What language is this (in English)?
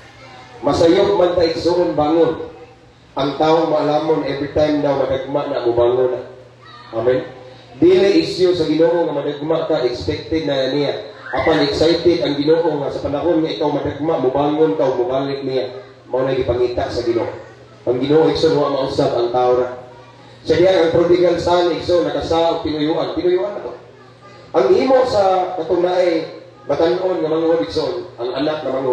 Cebuano